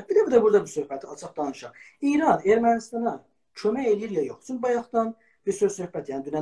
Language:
South Azerbaijani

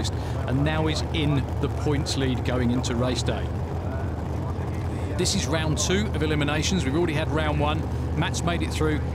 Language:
English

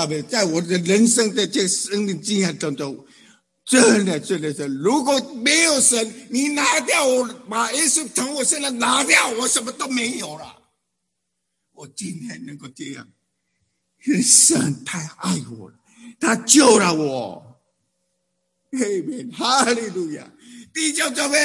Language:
Chinese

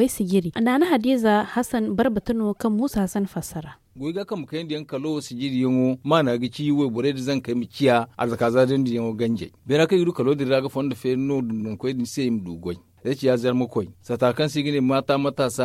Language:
Zarma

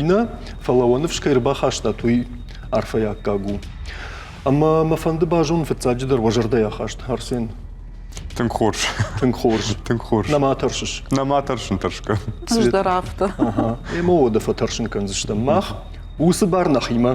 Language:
Ossetic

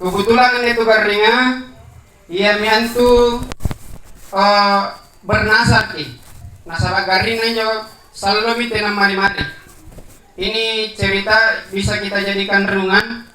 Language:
Makasar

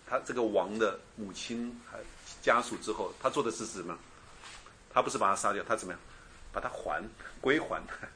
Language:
Chinese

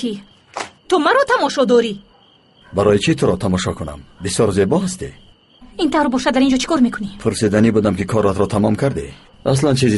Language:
Tajik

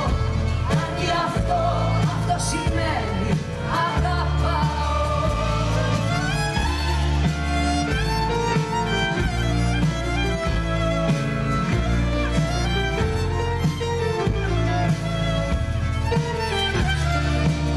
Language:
Greek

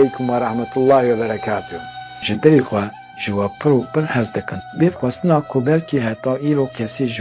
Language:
Kurdish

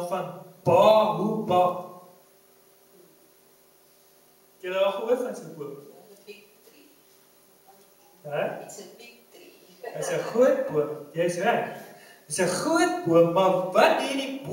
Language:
Afrikaans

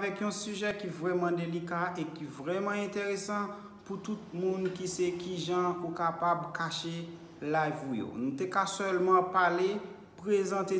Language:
Haitian Creole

